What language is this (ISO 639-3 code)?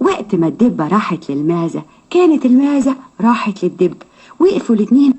arz